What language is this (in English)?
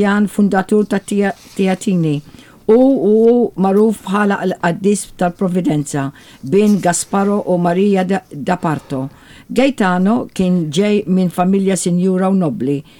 Maltese